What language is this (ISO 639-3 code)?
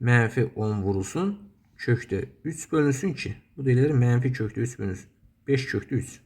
aze